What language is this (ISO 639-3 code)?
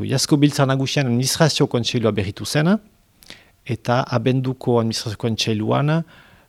eus